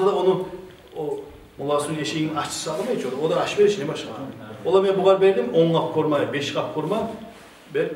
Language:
Kumyk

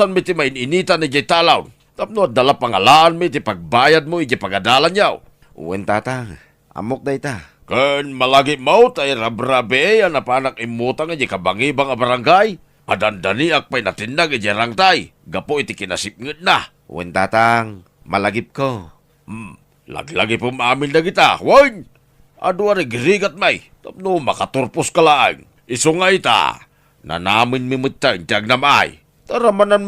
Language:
Iloko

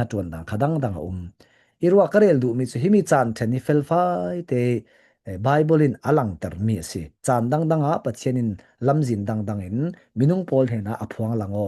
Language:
Falam Chin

